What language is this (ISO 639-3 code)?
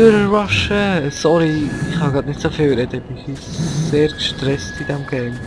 gsw